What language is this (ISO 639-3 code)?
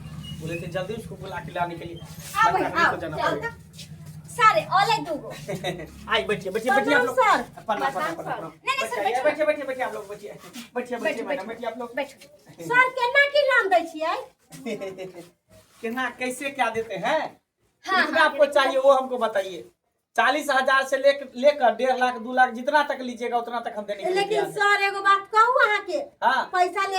mai